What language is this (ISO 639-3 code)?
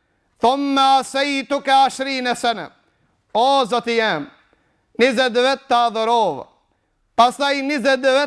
sqi